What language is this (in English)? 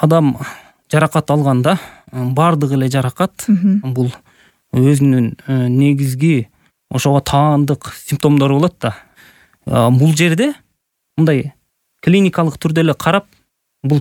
Kyrgyz